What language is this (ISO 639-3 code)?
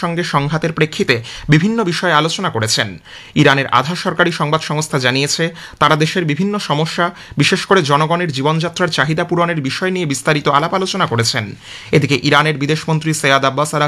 ben